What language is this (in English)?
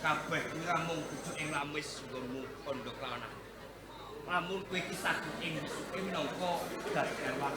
Javanese